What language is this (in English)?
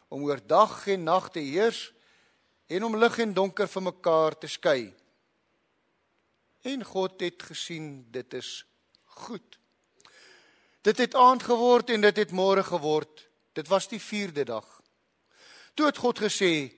Afrikaans